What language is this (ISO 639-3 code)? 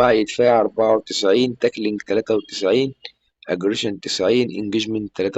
arz